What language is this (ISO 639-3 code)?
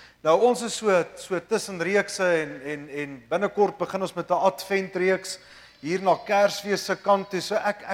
afr